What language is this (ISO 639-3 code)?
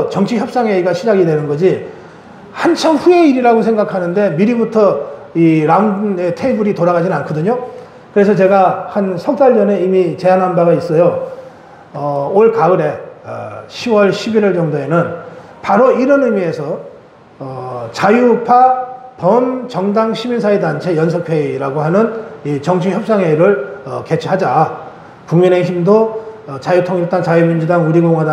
kor